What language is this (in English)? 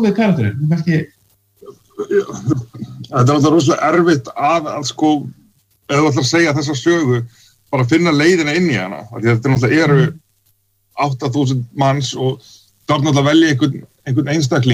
Icelandic